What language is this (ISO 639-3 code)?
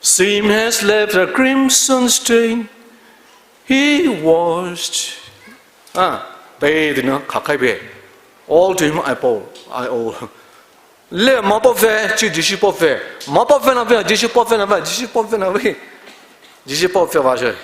pmx